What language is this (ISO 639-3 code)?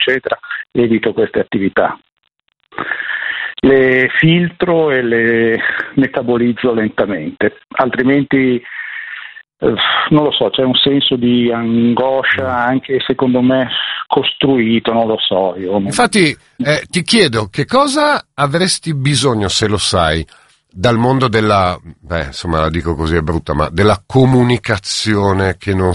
ita